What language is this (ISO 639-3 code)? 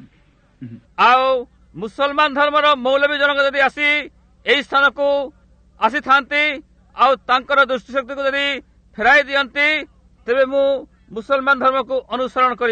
ori